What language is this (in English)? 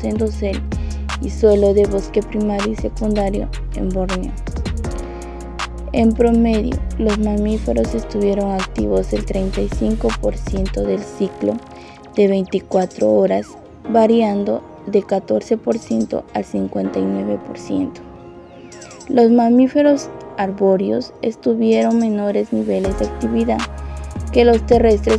Spanish